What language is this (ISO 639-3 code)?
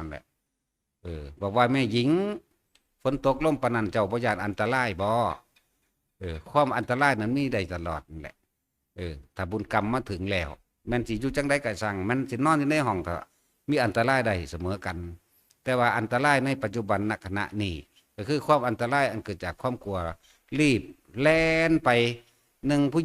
tts